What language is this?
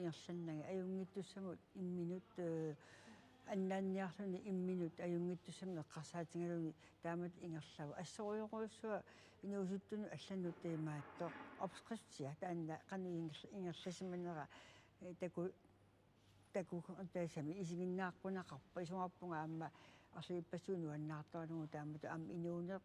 Kalaallisut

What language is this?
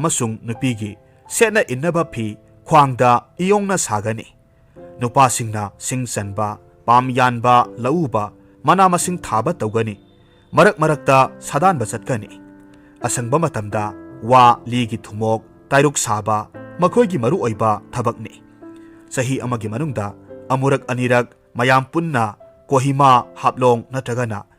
Manipuri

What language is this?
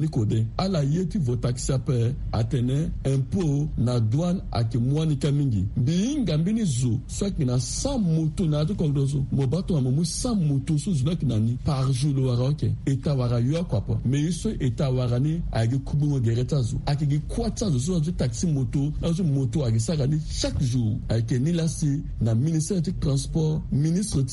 Sango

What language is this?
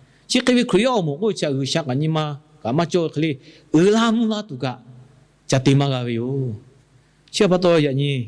Lahu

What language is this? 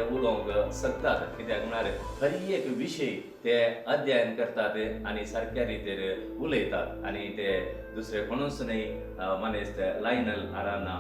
Konkani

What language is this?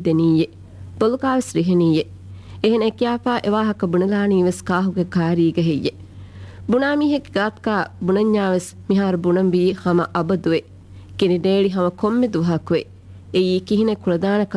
Divehi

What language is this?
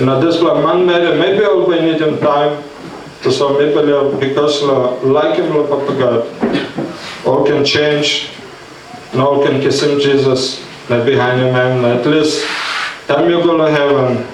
Tok Pisin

